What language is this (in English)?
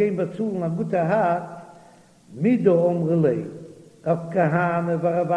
Yiddish